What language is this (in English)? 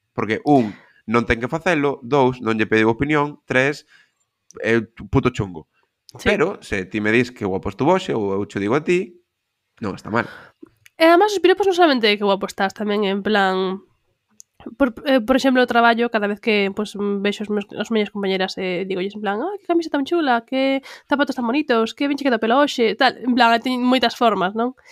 Galician